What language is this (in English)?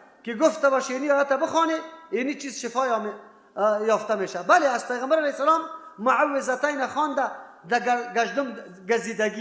Persian